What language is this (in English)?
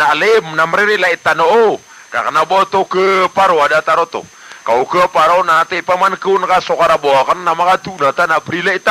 Maranao